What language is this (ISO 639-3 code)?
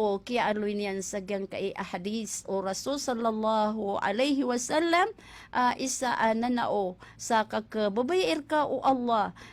mrw